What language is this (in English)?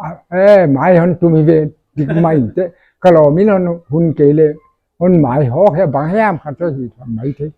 Paite Chin